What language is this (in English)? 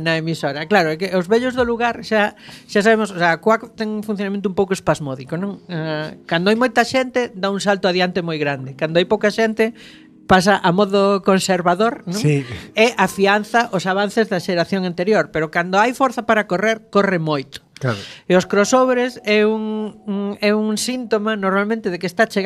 Galician